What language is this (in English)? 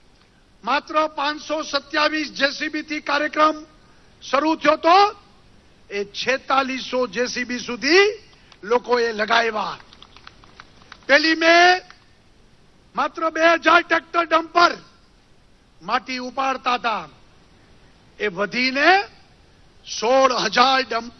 Gujarati